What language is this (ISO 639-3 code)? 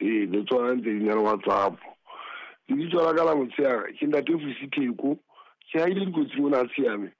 sot